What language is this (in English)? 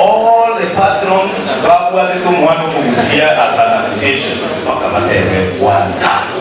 Gusii